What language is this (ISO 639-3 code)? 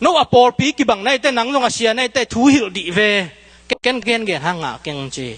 ctd